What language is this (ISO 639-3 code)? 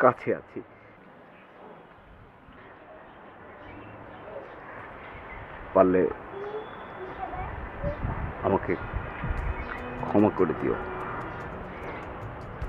ben